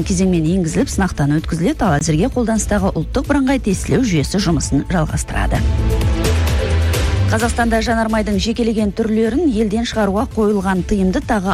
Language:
Kazakh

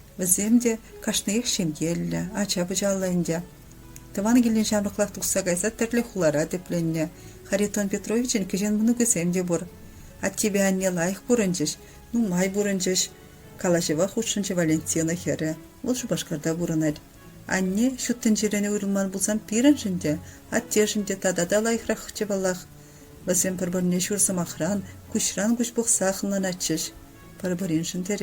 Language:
Chuvash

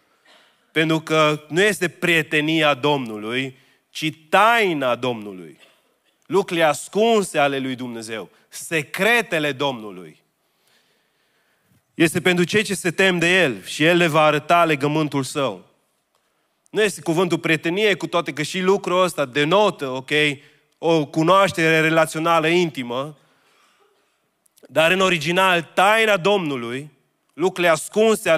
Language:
Romanian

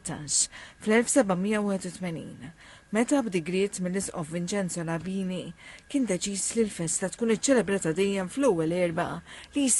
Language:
Maltese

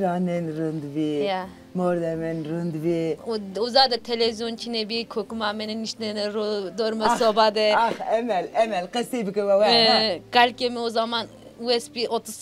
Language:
Zaza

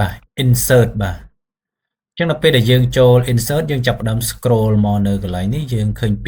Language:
Khmer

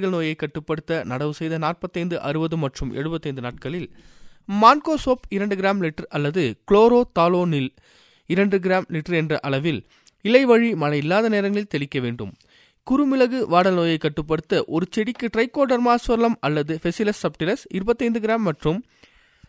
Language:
Tamil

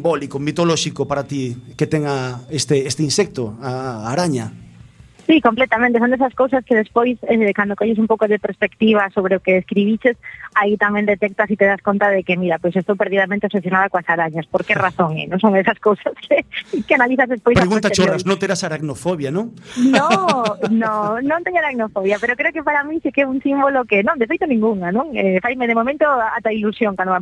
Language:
Galician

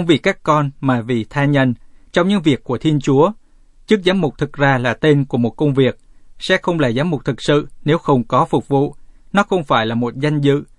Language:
Vietnamese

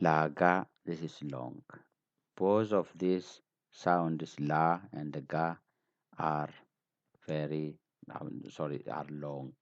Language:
English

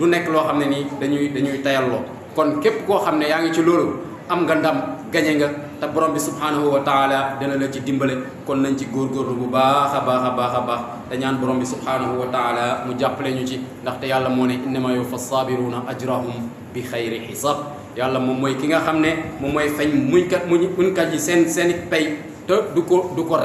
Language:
Wolof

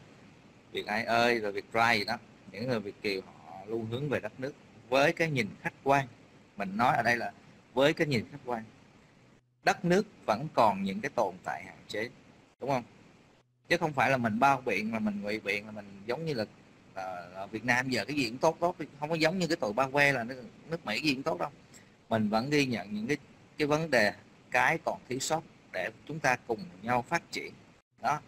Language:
Vietnamese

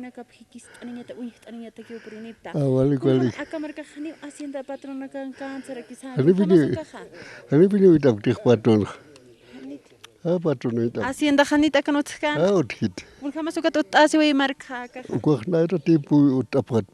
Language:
Aymara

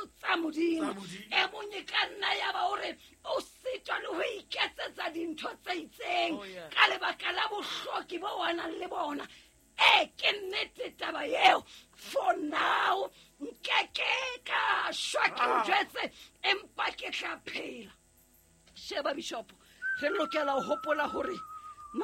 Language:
Southern Sotho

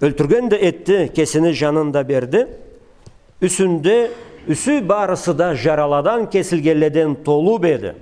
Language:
Karachay-Balkar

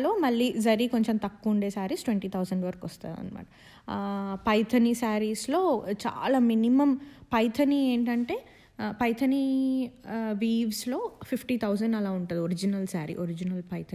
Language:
Telugu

